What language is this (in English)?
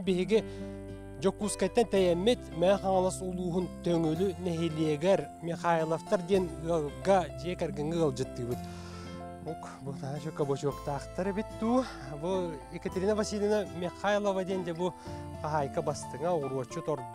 Yakut